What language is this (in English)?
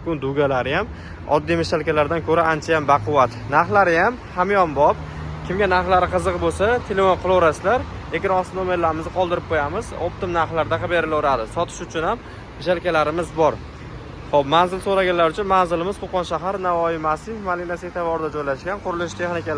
Uzbek